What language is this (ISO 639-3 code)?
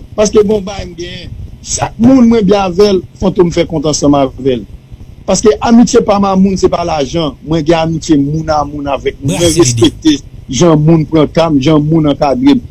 hat